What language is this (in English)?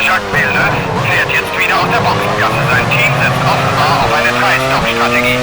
Bavarian